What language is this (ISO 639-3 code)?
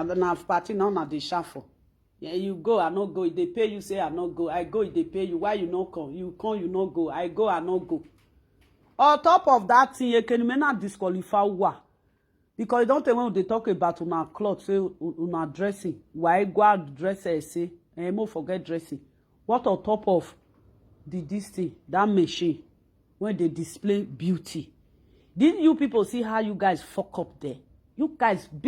pcm